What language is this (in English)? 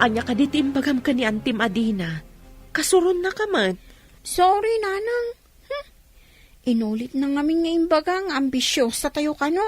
Iloko